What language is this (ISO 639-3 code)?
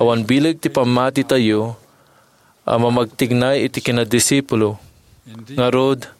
ilo